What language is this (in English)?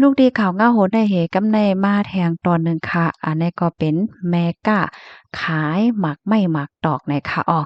Shan